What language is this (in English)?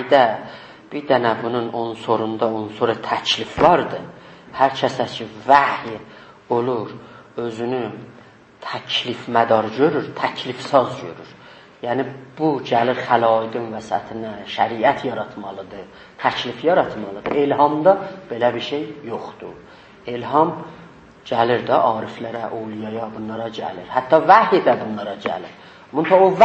South Azerbaijani